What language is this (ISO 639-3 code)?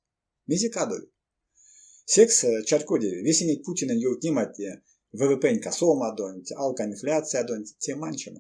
myv